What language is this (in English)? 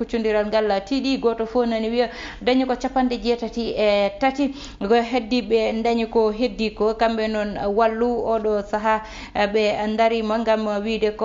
Fula